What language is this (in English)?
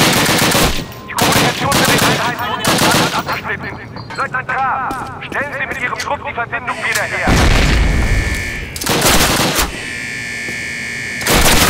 German